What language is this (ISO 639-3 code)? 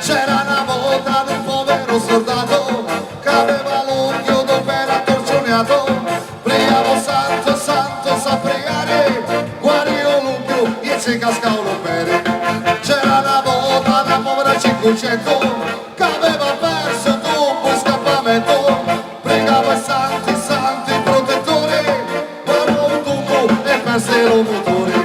scn